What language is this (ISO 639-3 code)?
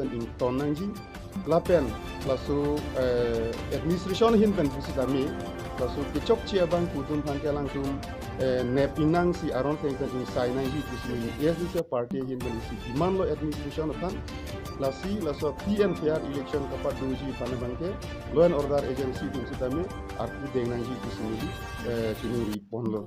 mjw